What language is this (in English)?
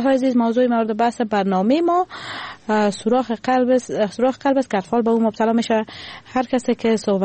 Persian